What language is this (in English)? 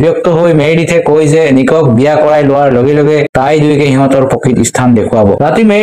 Assamese